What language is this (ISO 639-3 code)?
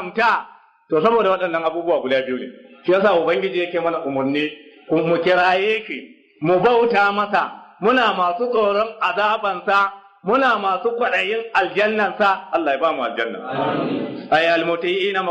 hau